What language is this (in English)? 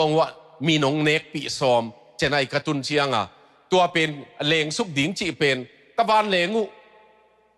Tedim Chin